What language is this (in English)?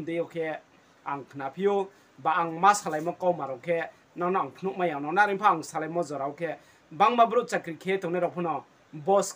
Riang (India)